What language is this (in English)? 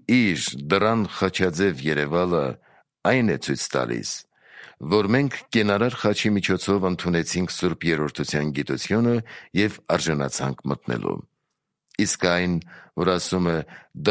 Armenian